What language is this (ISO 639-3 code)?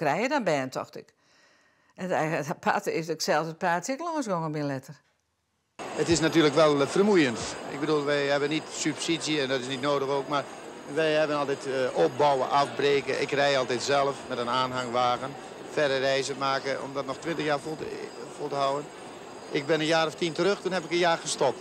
fry